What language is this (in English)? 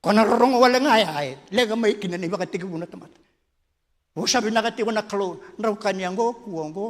Fijian